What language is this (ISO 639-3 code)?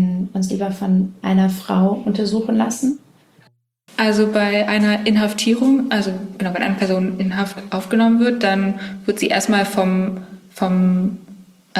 deu